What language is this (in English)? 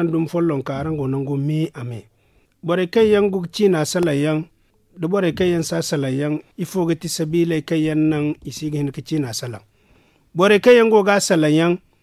Zarma